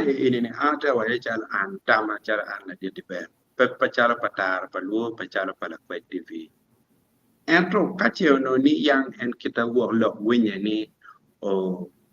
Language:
Acoli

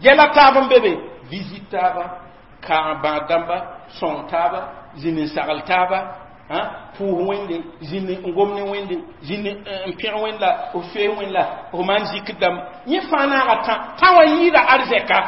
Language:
Mossi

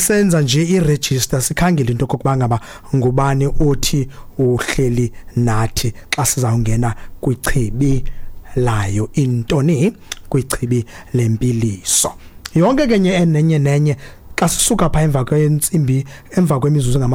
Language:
Xhosa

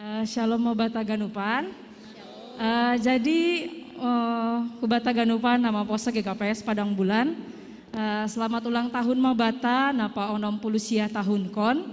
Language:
Batak Simalungun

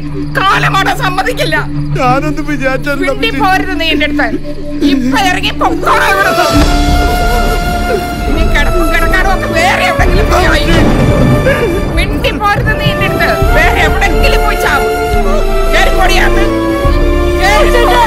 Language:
Malayalam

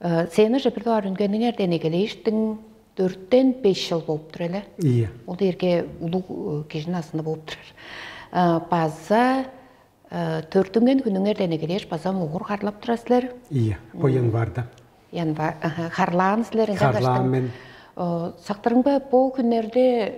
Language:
Tuvinian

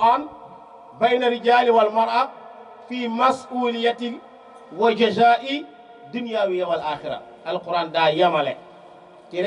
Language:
Wolof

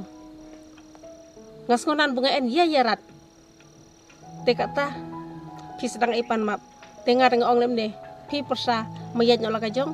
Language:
Khasi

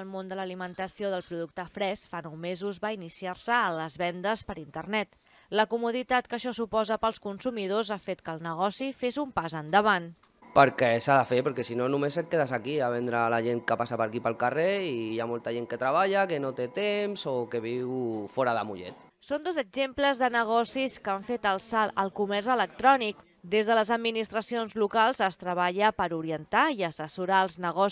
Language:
Catalan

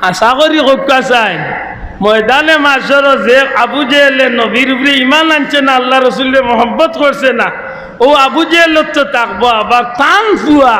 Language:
Sylheti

